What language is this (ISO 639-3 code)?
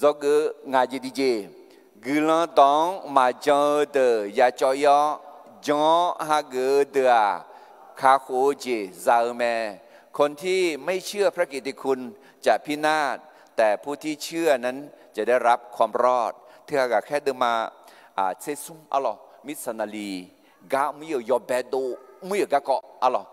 ahk